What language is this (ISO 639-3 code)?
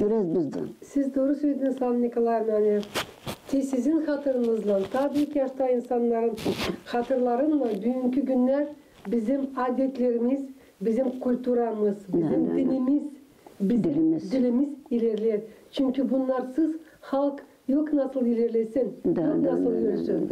gag